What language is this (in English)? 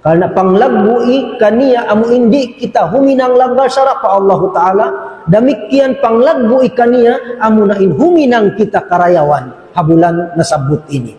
Tausug